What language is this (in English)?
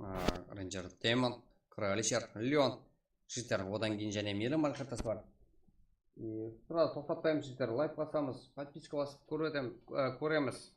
Kara-Kalpak